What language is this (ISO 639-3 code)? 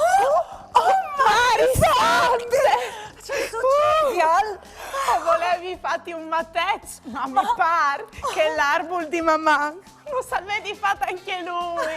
fur